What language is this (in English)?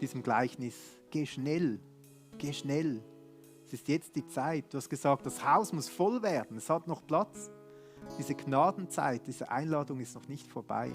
Swiss German